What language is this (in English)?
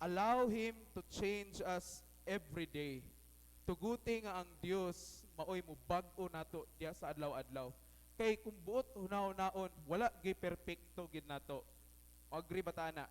Cebuano